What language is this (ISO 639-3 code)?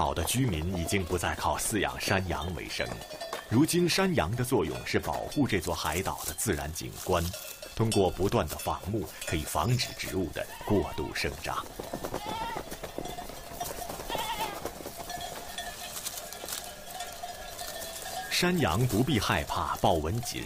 zho